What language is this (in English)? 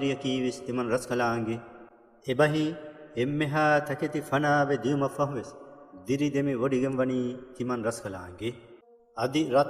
Divehi